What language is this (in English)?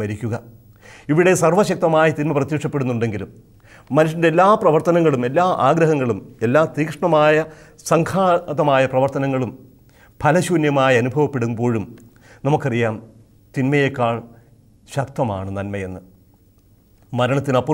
Malayalam